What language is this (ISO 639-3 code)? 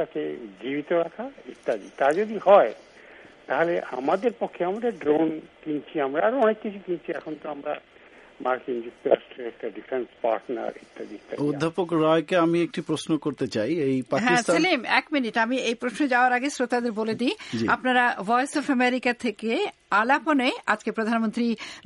ben